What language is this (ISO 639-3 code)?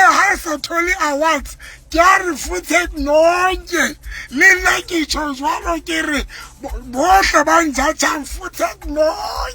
sot